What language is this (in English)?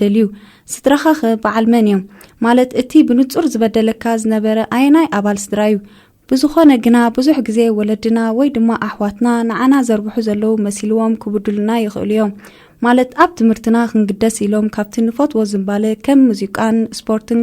Tigrinya